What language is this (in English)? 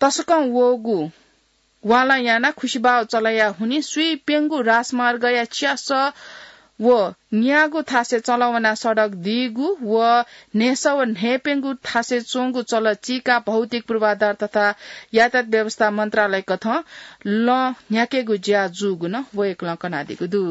Newari